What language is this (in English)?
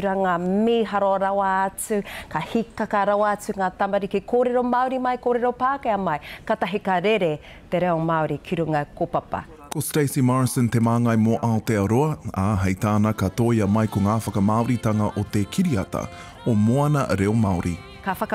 Māori